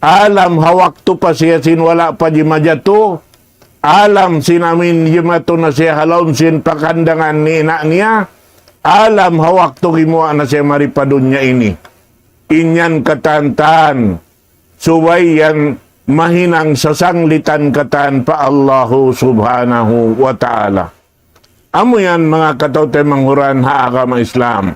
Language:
Tausug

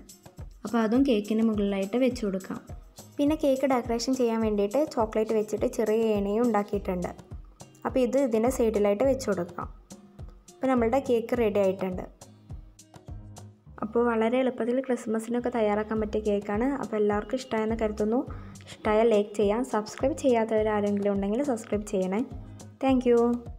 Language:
Malayalam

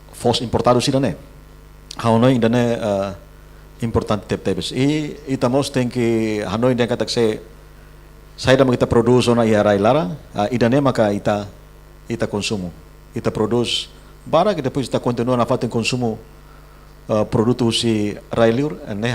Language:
Tetum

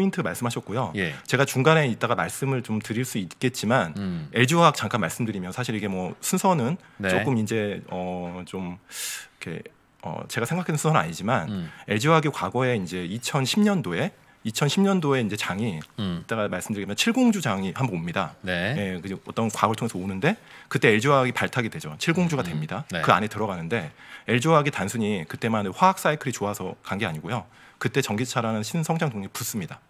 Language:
Korean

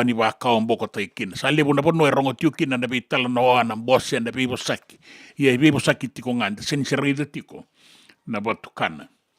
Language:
Fijian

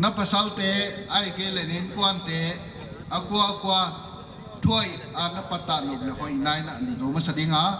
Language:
Paite Chin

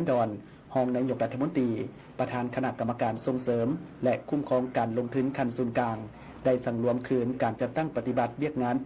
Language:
Lao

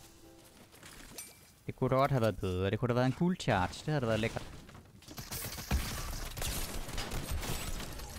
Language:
Danish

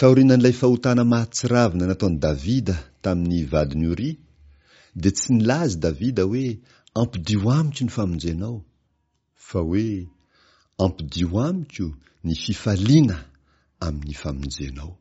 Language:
Malagasy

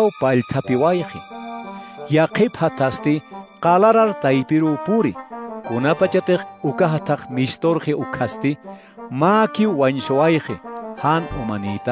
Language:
Aymara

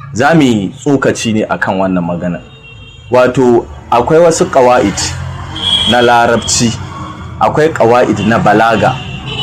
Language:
Hausa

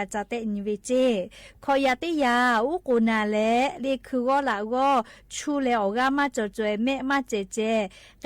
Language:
Lahu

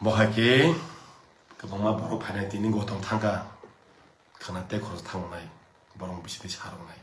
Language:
Kok Borok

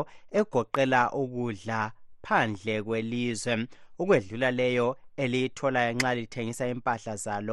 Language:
North Ndebele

